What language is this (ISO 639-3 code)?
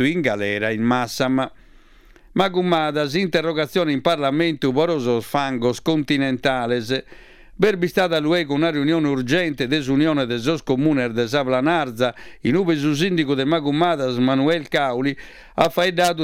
srd